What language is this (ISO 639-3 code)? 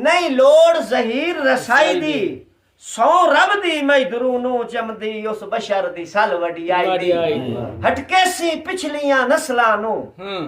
skr